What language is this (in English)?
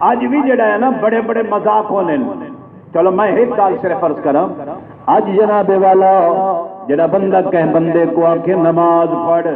Saraiki